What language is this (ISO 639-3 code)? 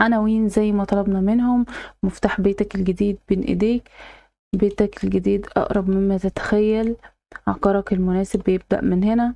arz